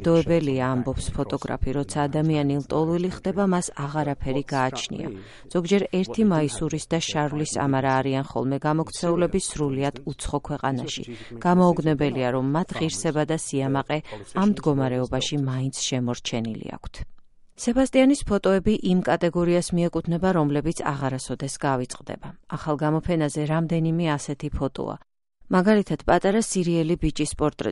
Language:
Georgian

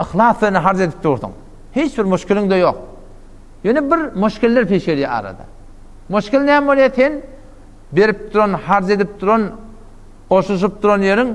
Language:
Turkmen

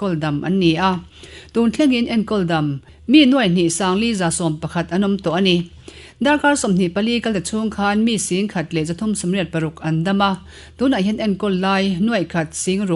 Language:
Mizo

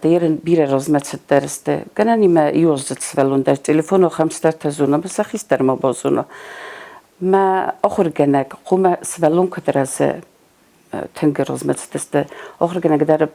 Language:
Ossetic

